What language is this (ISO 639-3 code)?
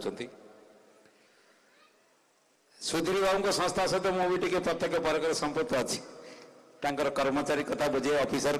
ori